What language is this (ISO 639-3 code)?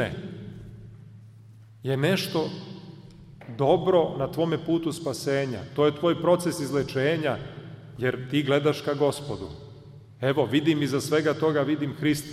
srp